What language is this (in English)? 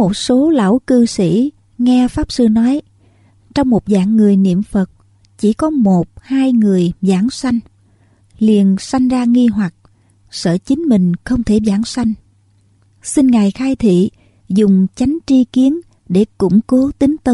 Vietnamese